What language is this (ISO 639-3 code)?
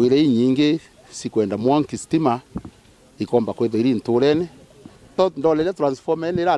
mer